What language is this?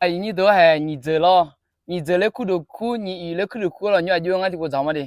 Akha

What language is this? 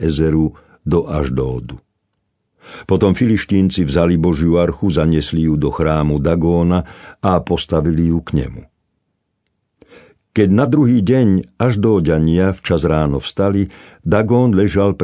Slovak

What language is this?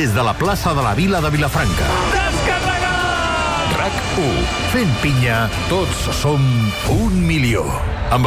Catalan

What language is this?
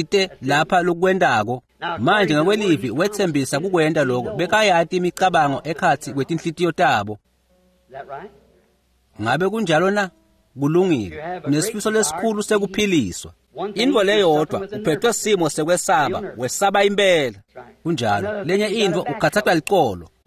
Swati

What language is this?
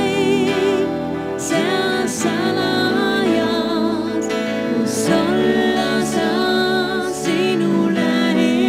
Estonian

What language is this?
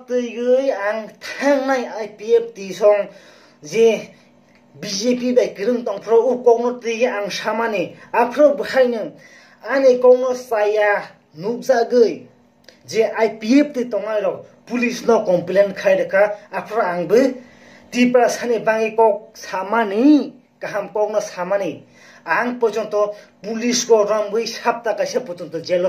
Kok Borok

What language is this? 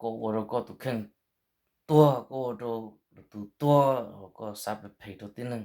Hmong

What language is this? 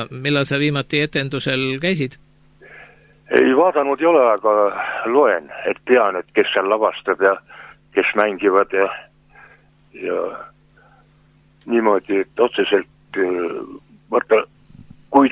Estonian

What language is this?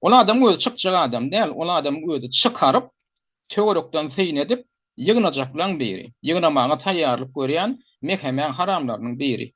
Turkmen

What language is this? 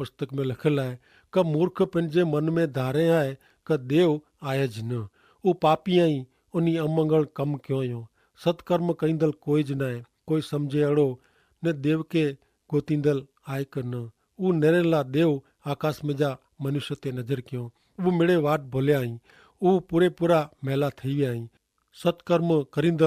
Kachhi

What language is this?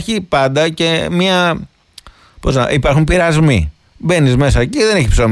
Greek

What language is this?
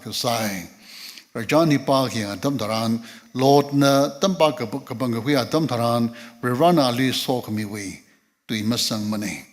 Tangkhul Naga (India)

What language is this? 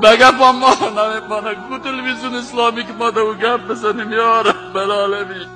Persian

